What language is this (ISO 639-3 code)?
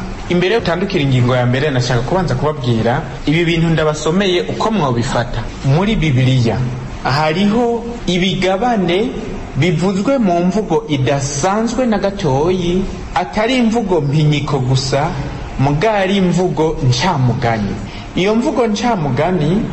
run